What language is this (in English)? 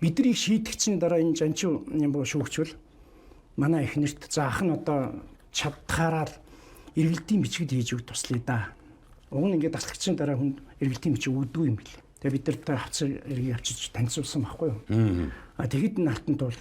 Mongolian